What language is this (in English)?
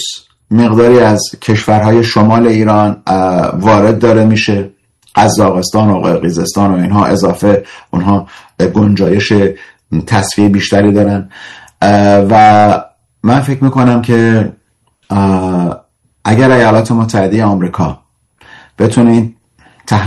Persian